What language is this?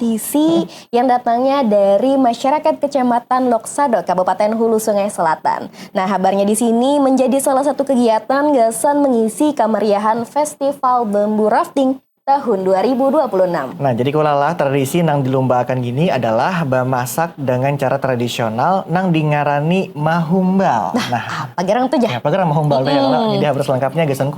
Banjar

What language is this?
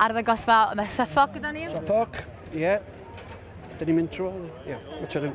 Welsh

